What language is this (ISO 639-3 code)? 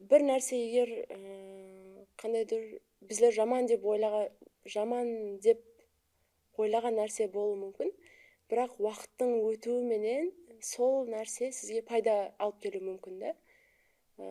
kaa